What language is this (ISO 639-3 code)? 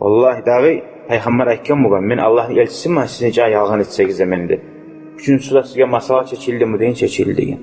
kum